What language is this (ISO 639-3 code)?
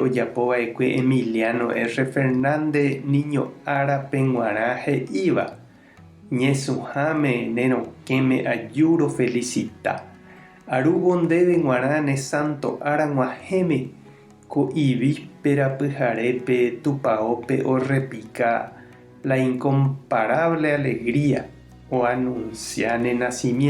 grn